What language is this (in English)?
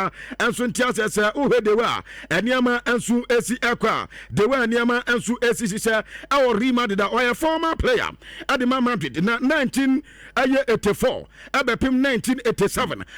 Akan